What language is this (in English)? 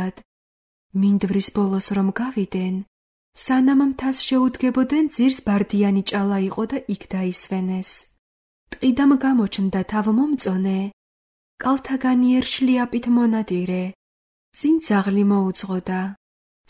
Georgian